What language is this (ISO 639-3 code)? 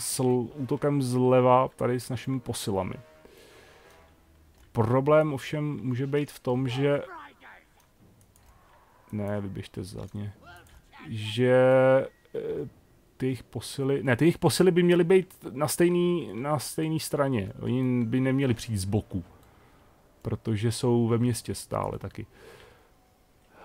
ces